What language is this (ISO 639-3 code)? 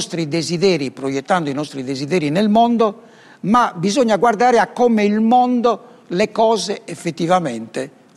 ita